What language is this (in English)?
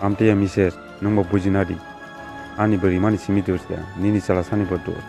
Kok Borok